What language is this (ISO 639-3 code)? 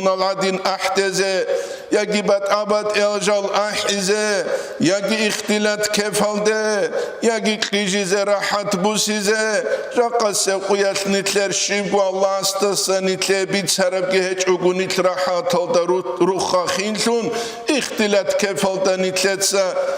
ava